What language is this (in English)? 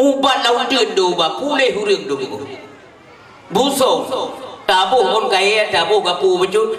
Achinese